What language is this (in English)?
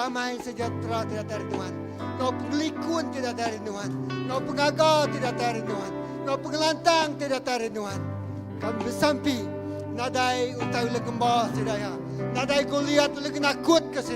Iban